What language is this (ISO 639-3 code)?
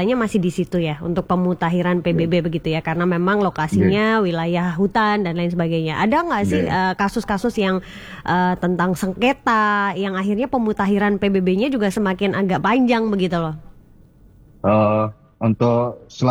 ind